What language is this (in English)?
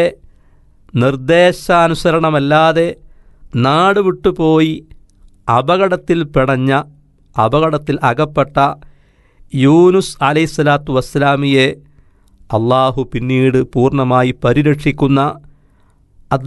Malayalam